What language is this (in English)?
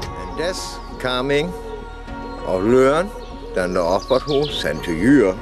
Northern Frisian